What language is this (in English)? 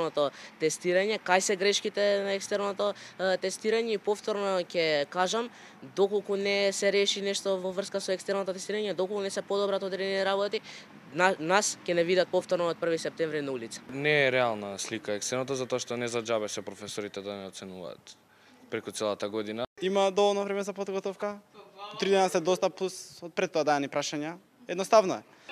Macedonian